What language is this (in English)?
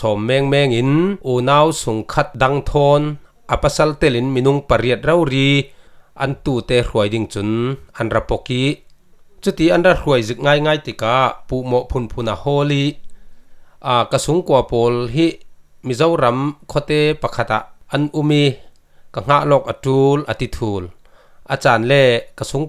Falam Chin